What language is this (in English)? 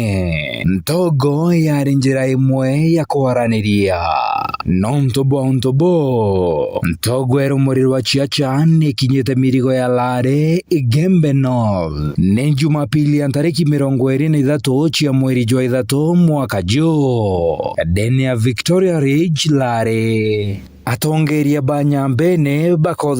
Meru